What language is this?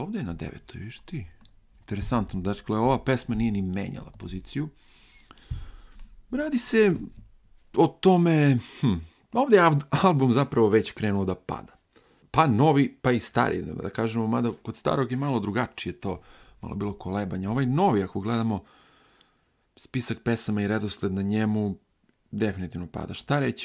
Serbian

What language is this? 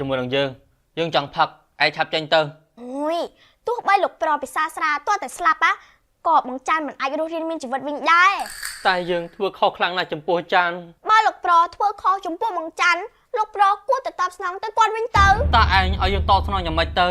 Khmer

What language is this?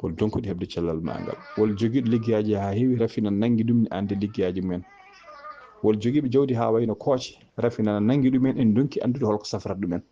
Fula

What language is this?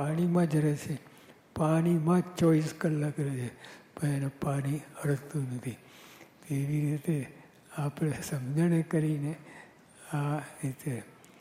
Gujarati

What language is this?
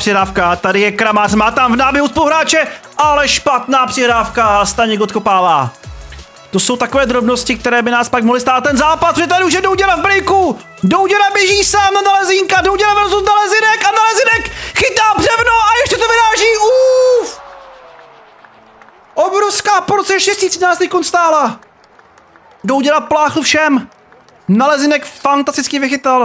Czech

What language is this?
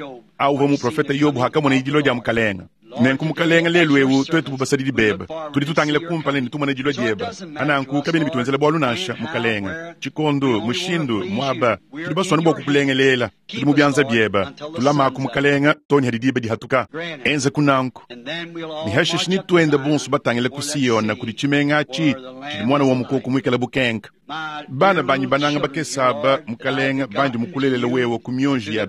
Luba-Lulua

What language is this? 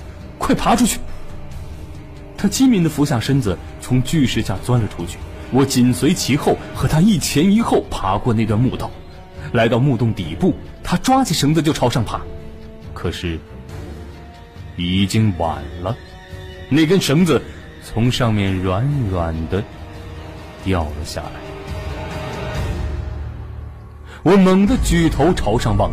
Chinese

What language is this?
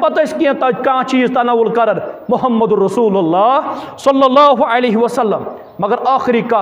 Kashmiri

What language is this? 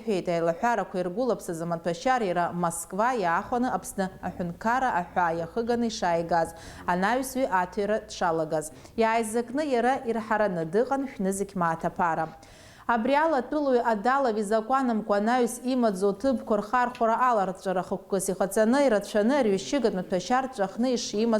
Abkhazian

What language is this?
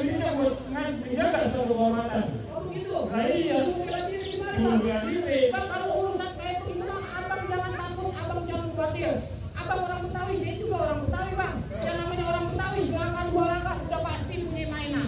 Betawi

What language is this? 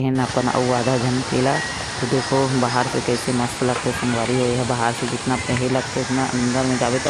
Chhattisgarhi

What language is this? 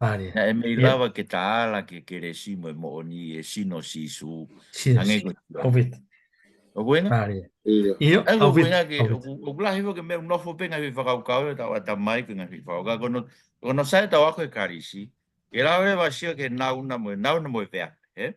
Tongan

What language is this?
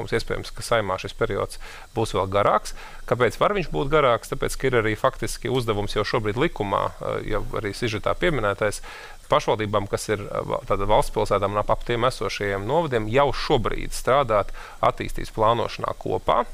Latvian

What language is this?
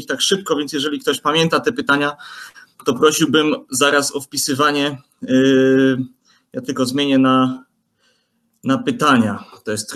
Polish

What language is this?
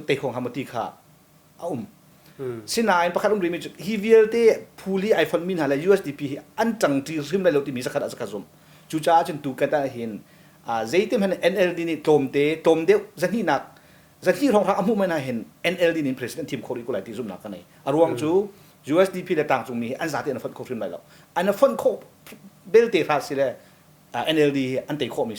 Hakha Chin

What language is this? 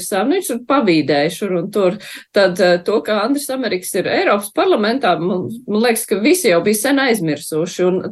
Latvian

